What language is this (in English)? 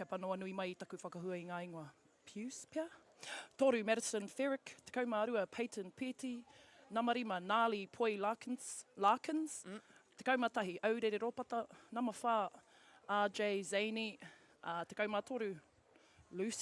Māori